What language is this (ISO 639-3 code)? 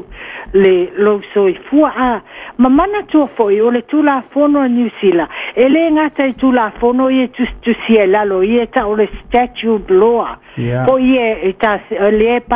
smo